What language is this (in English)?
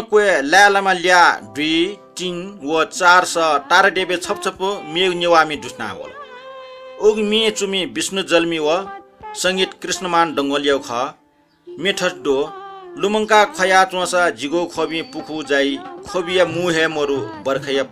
Newari